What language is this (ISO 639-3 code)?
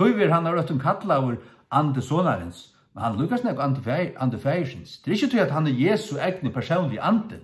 fao